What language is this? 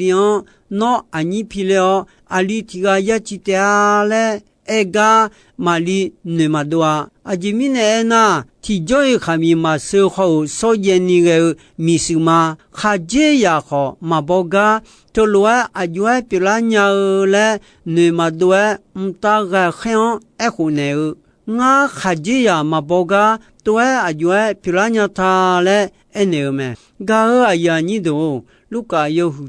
Akha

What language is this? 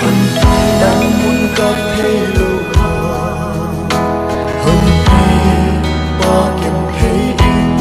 Paite Chin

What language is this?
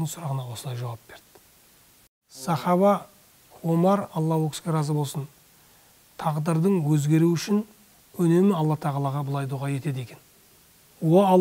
Kazakh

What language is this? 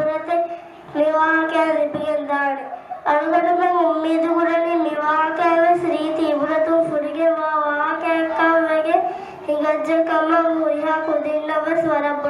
Divehi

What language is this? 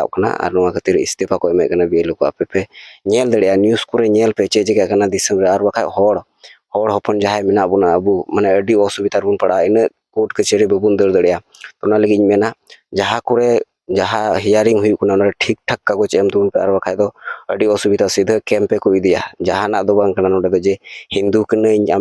Santali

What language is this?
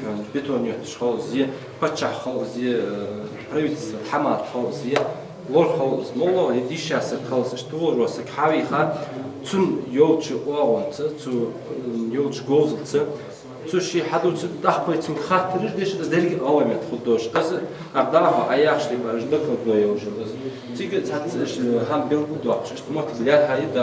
Ingush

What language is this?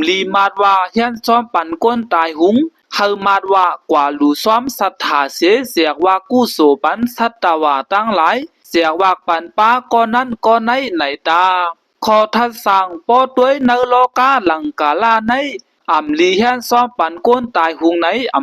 Shan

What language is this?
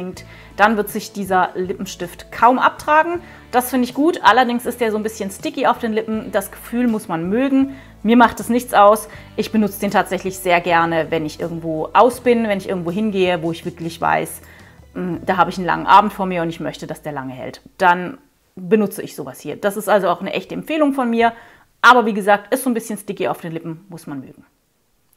German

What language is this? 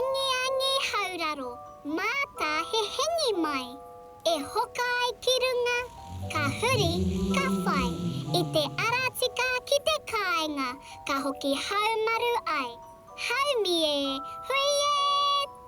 Māori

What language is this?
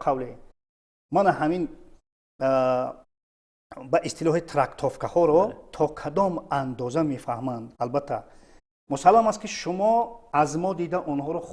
Tajik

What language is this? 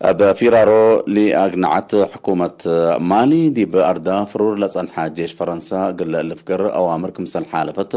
Tigre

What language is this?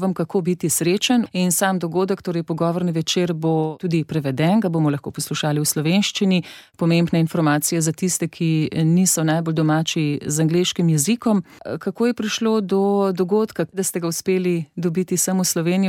Slovenian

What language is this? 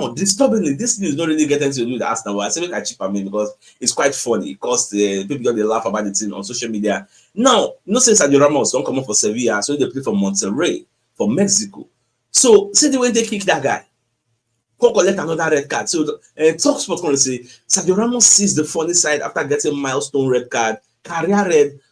Nigerian Pidgin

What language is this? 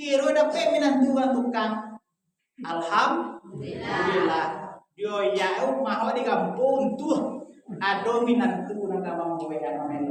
Minangkabau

